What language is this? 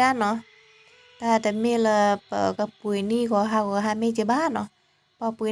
S'gaw Karen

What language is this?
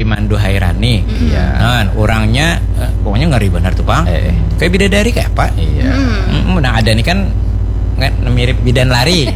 Banjar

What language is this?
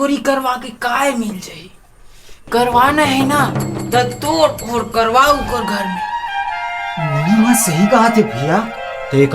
Chhattisgarhi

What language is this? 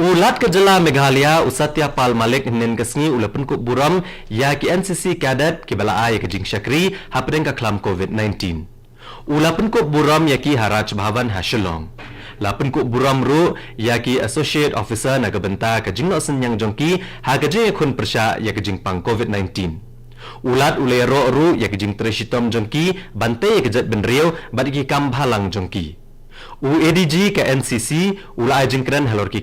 Khasi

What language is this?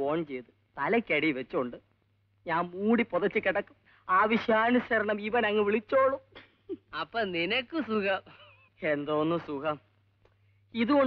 Malayalam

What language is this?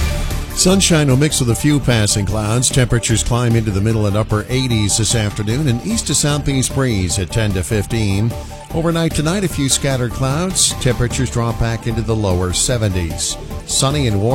English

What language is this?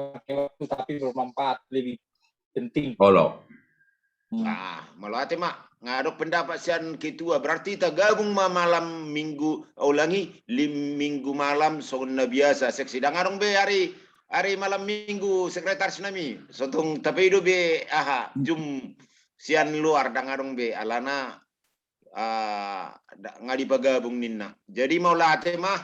Batak Toba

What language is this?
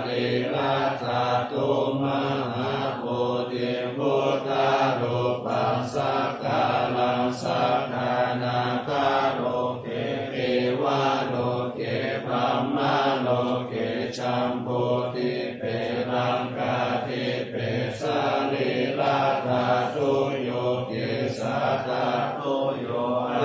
Pali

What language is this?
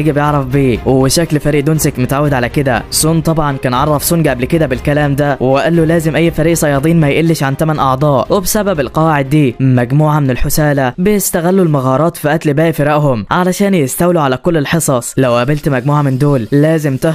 Egyptian Arabic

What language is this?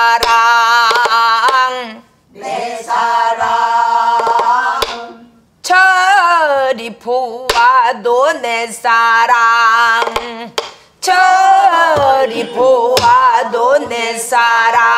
Korean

